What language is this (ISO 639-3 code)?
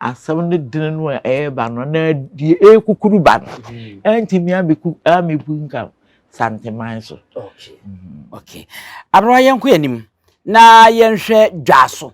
aka